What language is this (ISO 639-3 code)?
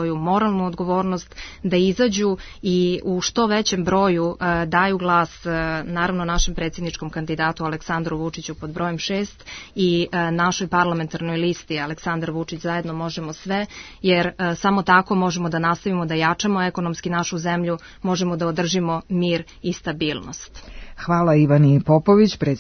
srp